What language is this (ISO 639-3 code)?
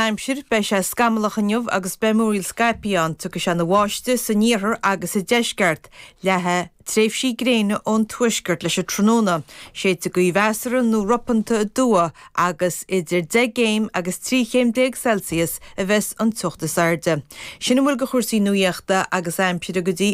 gle